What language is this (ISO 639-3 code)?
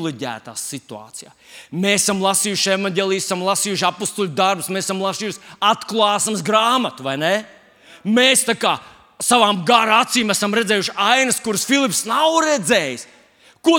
lav